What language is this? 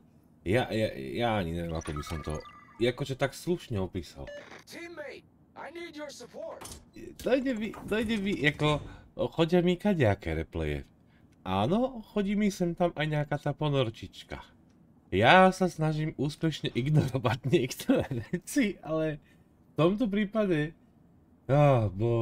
Slovak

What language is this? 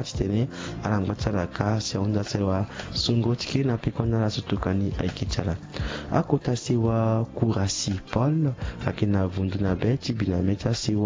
Sango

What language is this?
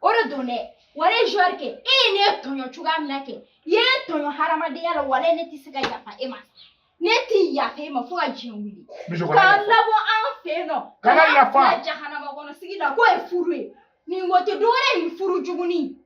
Bambara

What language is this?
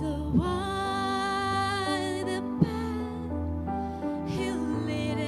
Batak Karo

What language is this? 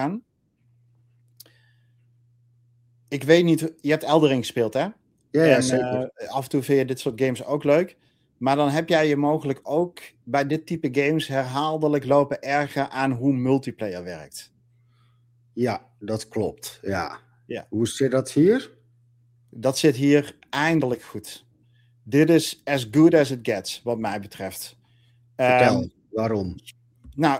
Dutch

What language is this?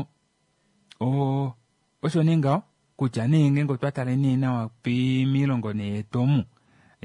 Kuanyama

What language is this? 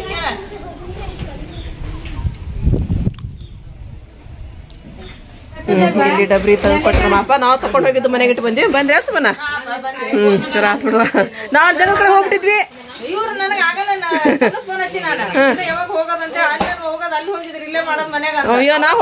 Kannada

